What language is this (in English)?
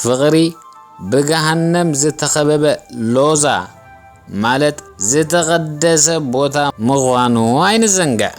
Tigrinya